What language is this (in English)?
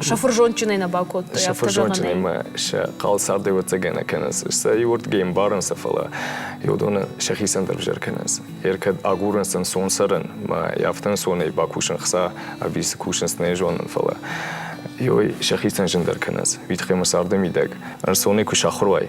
Ossetic